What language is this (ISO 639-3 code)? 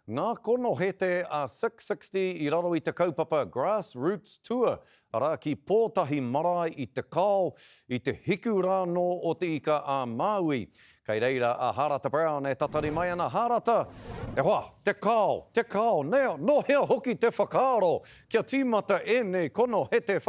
mri